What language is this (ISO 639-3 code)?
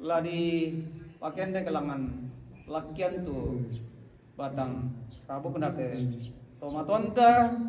sda